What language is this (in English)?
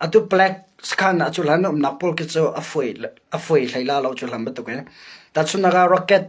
Hakha Chin